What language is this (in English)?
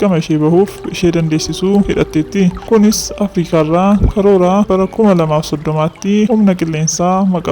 Oromo